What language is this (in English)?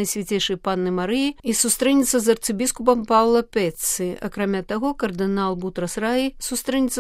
Belarusian